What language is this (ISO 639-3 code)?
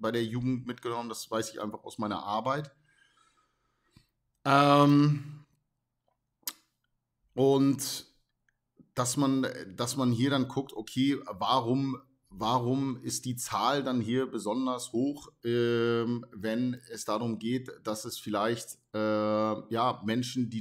deu